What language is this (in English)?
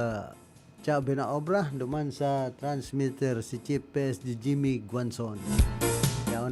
Bikol